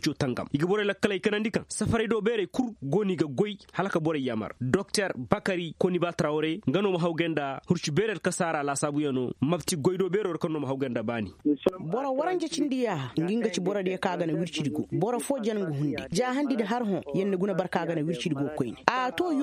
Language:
Koyraboro Senni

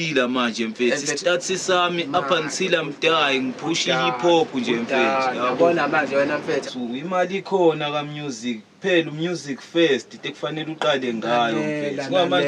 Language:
Zulu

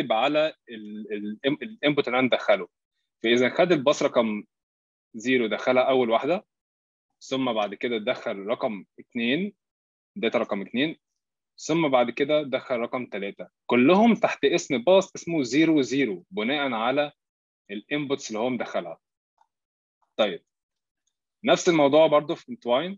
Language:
Egyptian Arabic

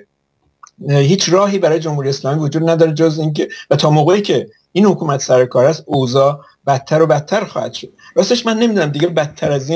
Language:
Persian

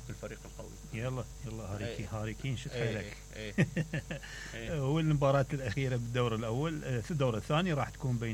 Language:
Mesopotamian Arabic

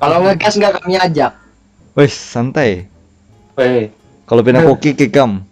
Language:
Banjar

